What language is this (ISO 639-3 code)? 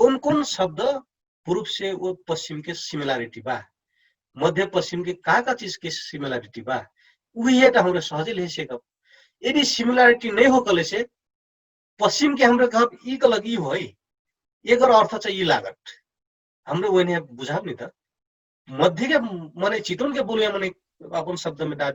thl